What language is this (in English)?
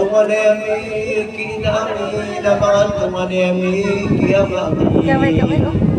Maranao